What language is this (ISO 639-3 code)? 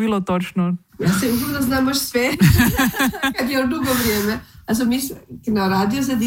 hrv